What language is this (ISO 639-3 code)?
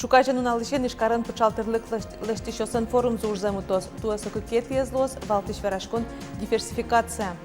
udm